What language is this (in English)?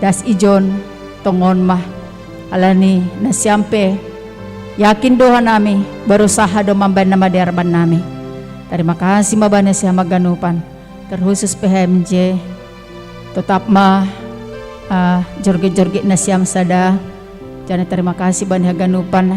Batak Simalungun